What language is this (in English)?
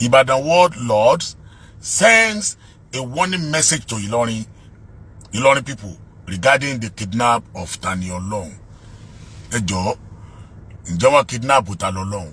Yoruba